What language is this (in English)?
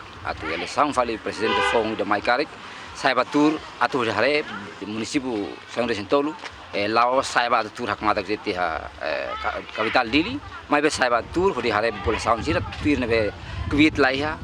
Tetum